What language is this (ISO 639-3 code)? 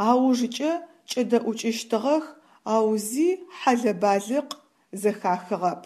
ady